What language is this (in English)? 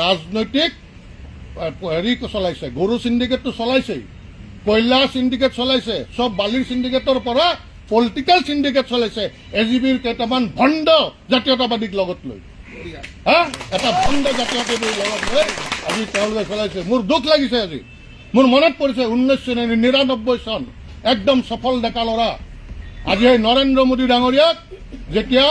Assamese